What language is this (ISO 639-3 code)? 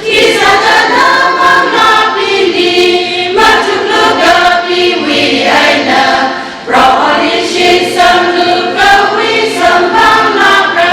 nmf